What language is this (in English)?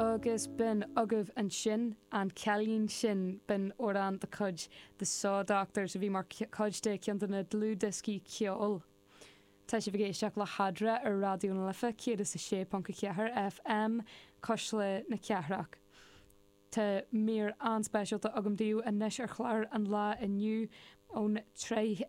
Irish